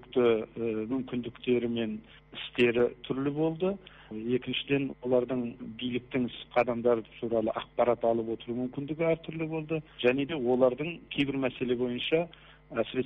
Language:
Kazakh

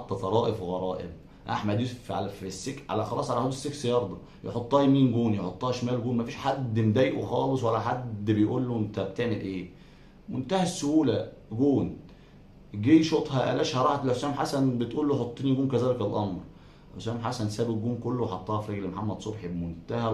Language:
Egyptian Arabic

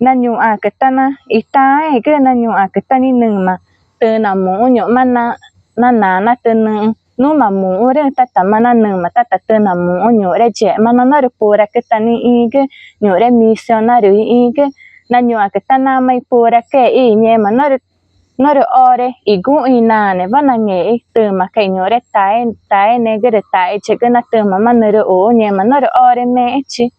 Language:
Ticuna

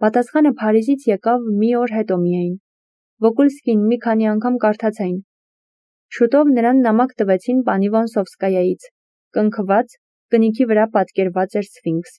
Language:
Armenian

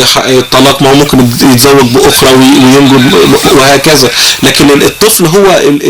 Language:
Egyptian Arabic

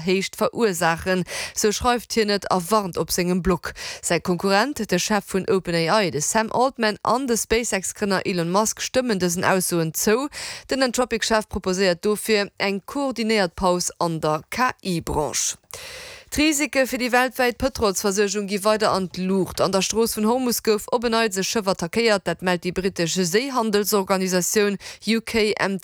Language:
Luxembourgish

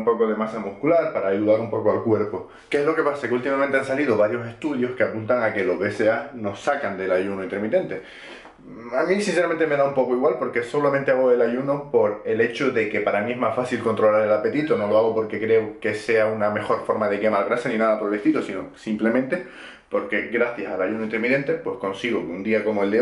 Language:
Spanish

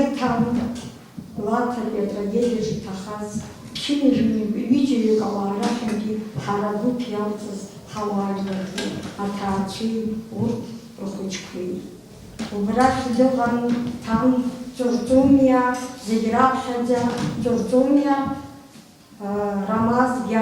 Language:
Abkhazian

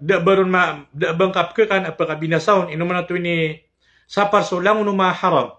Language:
Maranao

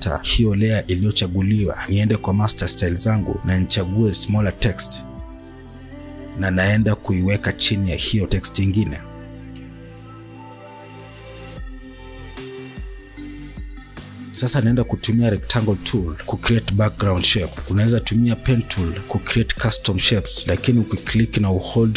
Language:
Swahili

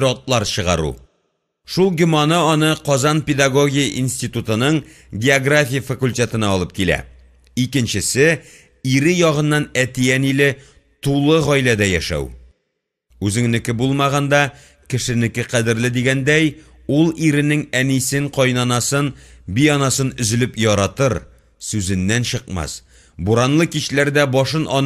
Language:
Tatar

